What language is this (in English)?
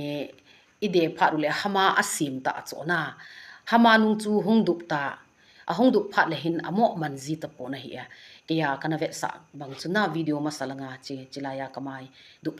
Thado Chin